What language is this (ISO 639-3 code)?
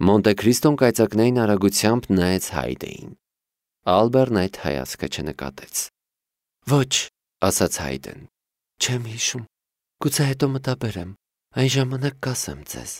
hye